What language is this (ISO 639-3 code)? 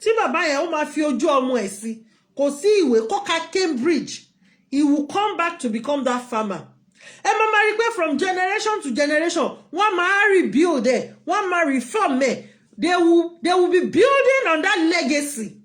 yor